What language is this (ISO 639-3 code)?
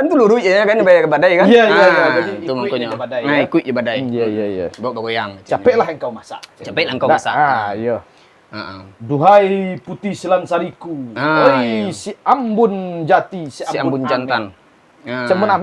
min